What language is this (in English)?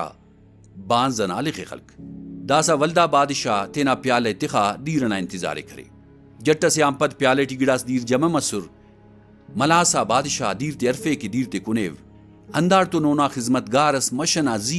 Brahui